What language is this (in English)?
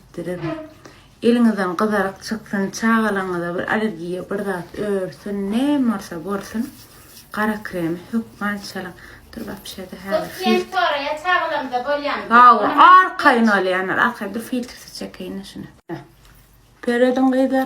Turkmen